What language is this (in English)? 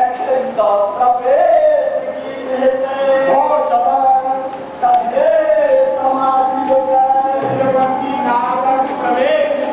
Maithili